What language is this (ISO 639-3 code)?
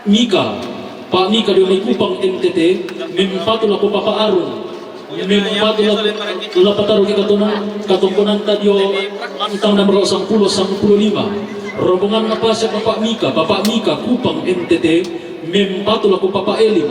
sda